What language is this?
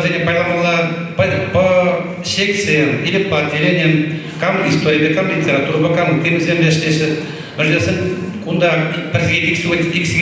Chuvash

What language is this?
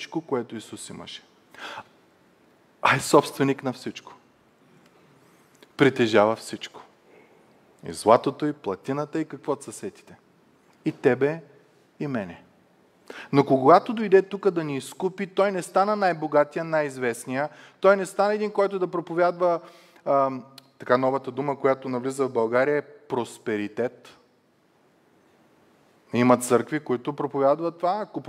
Bulgarian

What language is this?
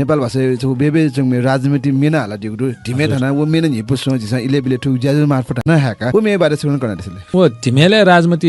Newari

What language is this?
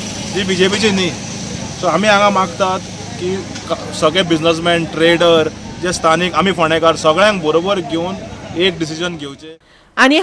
Konkani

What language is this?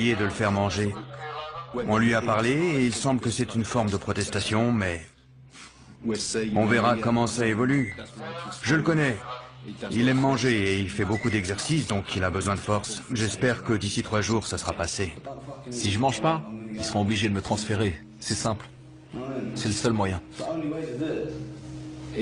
French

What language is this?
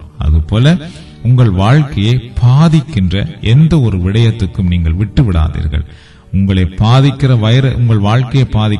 Tamil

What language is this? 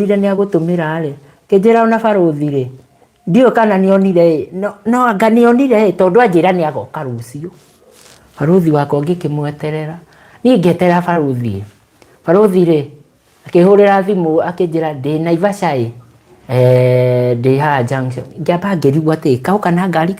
Kikuyu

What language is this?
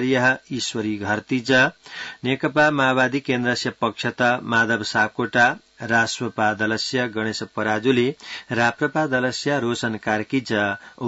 Sanskrit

